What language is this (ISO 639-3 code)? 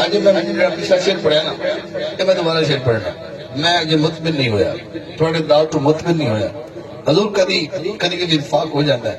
skr